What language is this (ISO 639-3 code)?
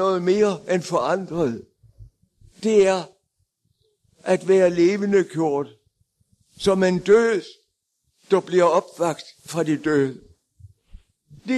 dan